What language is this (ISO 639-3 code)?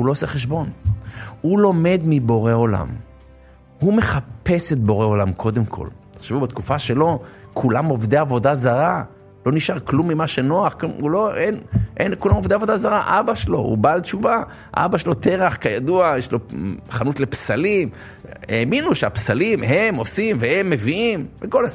heb